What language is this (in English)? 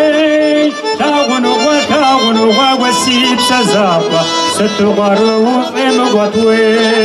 Kabardian